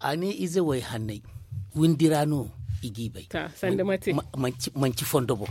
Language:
Zarma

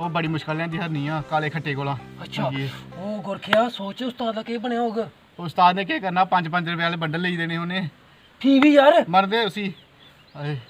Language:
Dogri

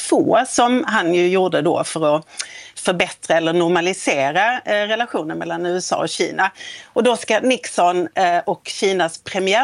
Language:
Swedish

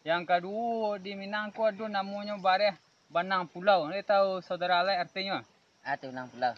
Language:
Minangkabau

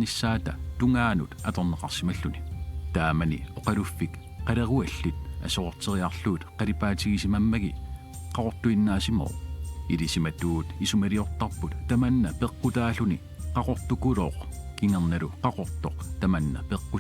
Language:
Kalaallisut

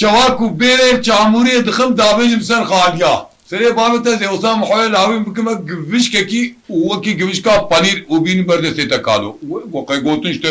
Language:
Kurdish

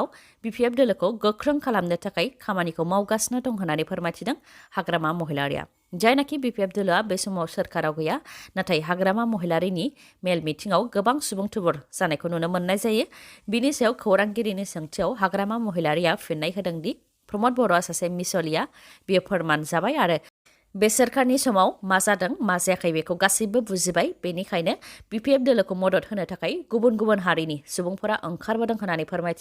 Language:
Bodo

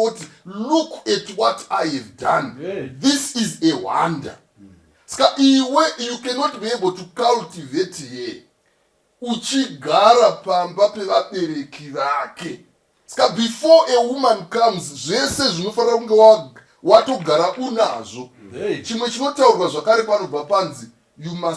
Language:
Shona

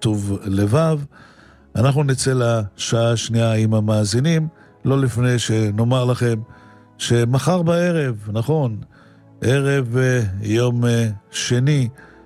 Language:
Hebrew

